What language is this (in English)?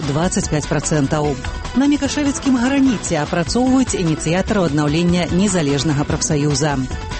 Belarusian